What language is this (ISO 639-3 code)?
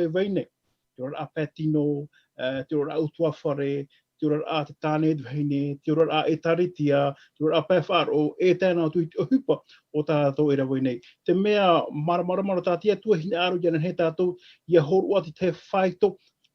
tah